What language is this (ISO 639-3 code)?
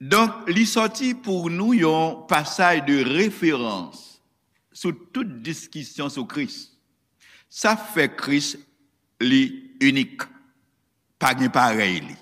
hat